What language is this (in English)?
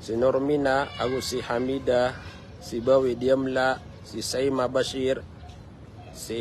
Maranao